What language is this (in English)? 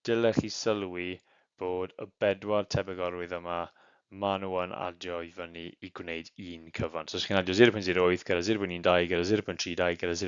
Welsh